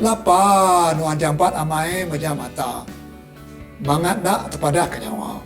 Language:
Iban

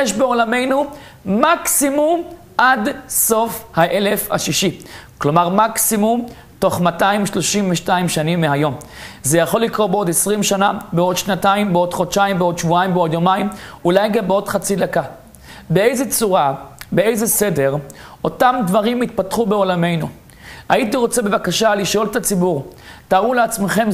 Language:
Hebrew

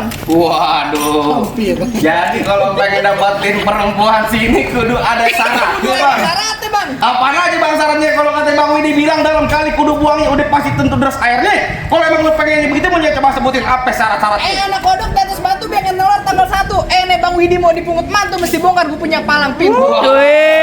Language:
Betawi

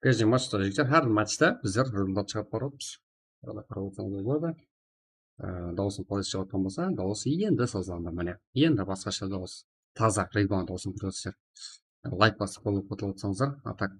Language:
Kara-Kalpak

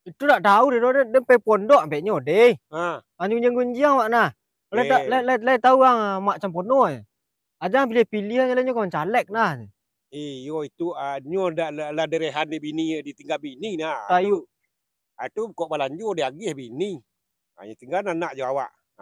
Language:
Minangkabau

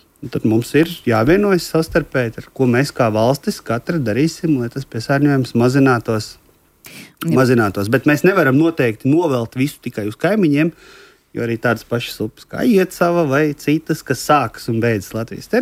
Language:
Latvian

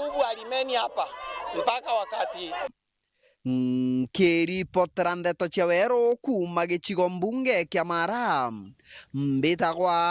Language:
Meru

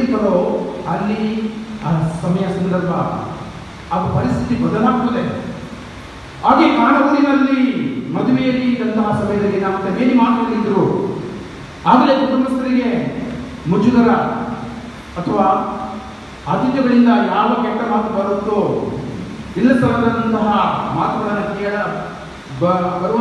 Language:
Kannada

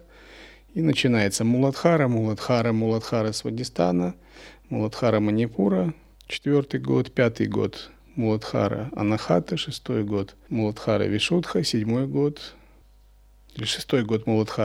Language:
Russian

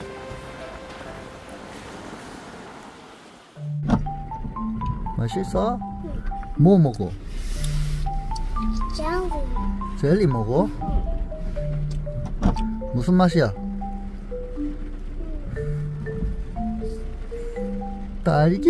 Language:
Korean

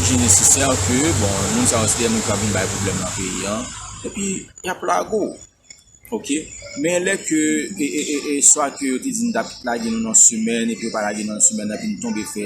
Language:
Haitian Creole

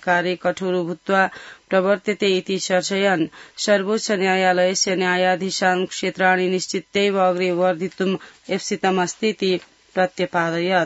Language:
Sanskrit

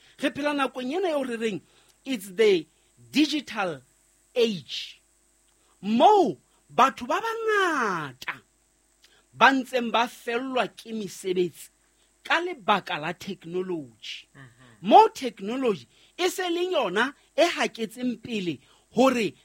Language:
Southern Sotho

